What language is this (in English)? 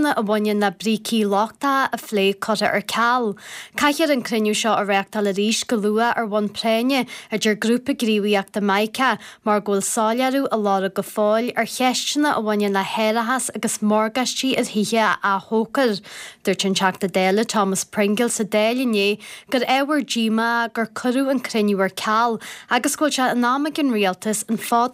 Irish